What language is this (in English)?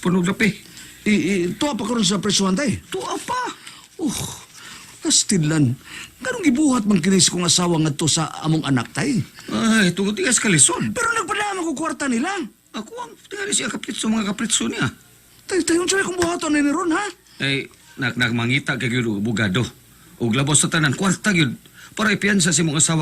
Cebuano